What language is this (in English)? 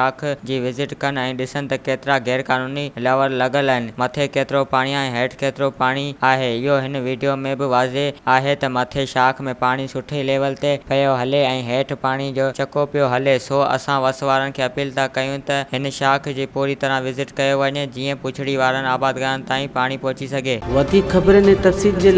Sindhi